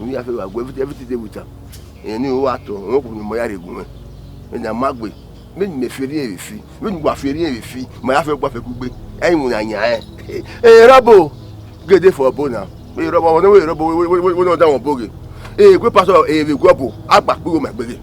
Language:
Bini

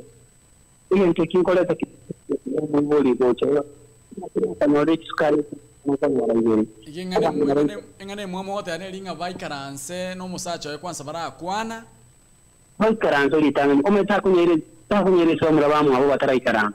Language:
Gusii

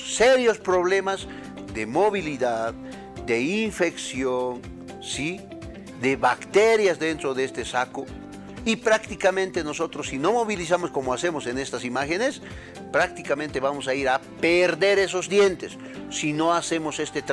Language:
Spanish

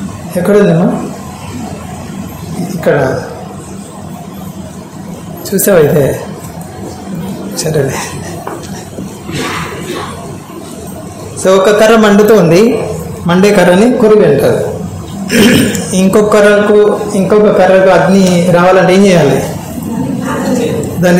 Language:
Telugu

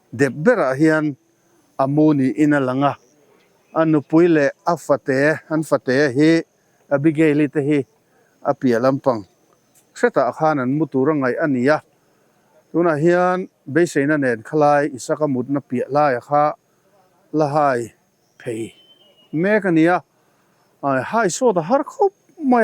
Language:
Mizo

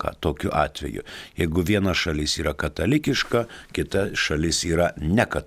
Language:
Lithuanian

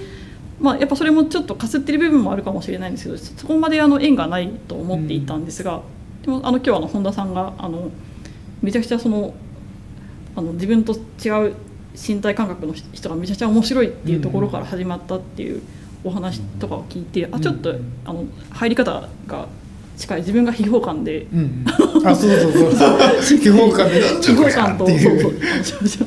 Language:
Japanese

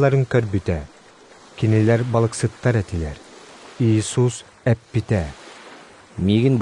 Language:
Yakut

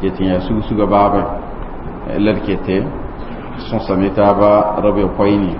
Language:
Mossi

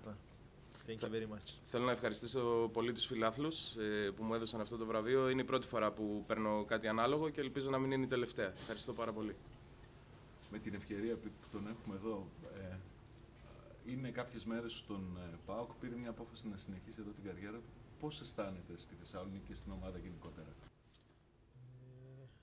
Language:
Greek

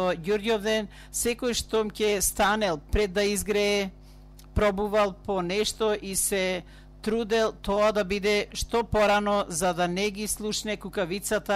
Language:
Macedonian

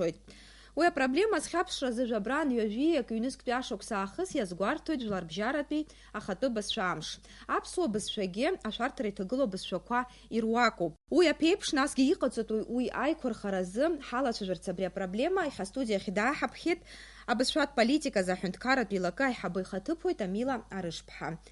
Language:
Abkhazian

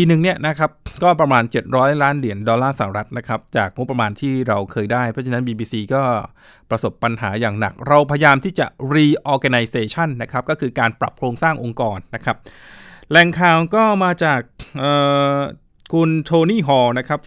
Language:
Thai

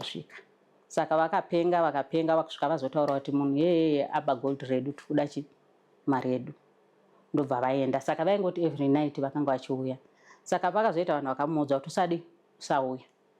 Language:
Shona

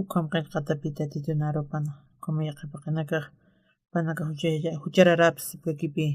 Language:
Aymara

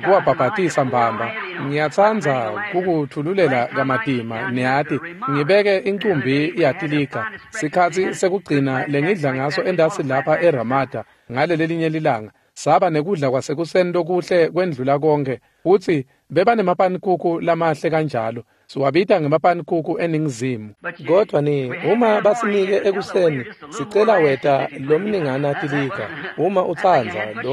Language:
Swati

